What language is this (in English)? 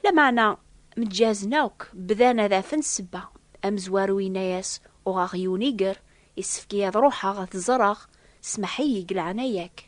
Kabyle